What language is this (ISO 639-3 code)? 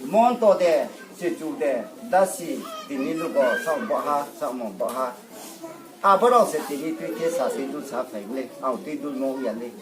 ria